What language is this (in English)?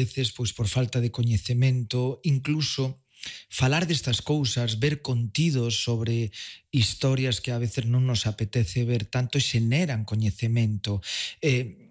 Galician